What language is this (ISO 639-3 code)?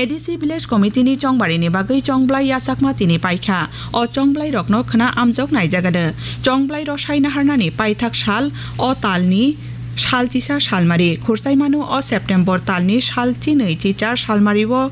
trp